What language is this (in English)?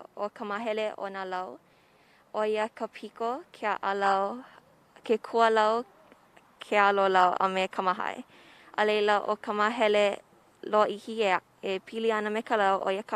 Hawaiian